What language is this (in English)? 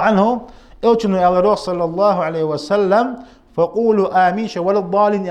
Ingush